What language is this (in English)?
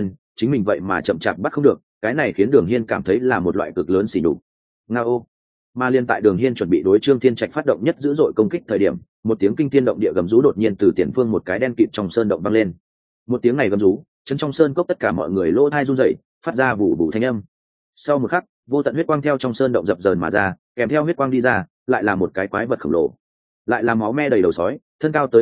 Vietnamese